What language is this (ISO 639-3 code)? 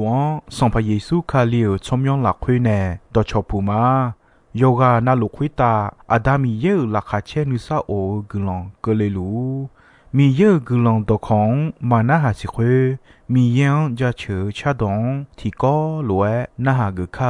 ahk